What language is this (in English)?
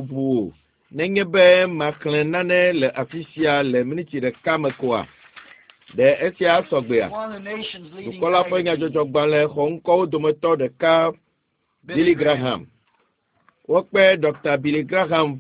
Ewe